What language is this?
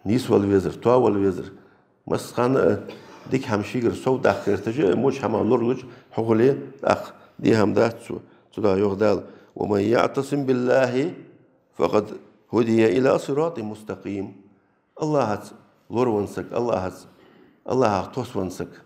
Ingush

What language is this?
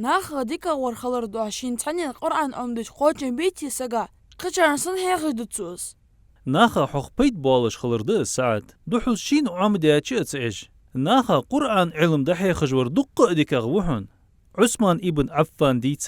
Ingush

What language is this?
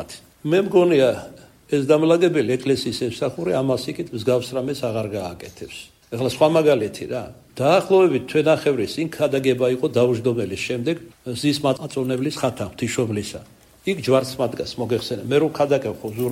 Georgian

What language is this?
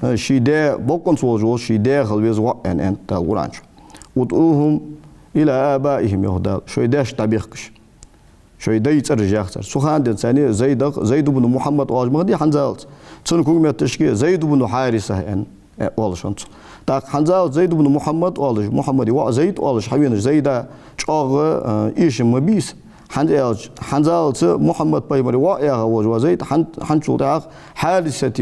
Ingush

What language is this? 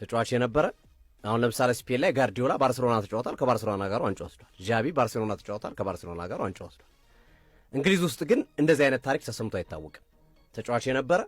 Amharic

